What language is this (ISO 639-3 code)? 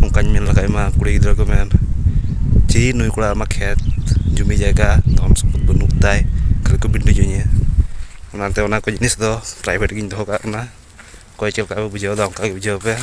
sat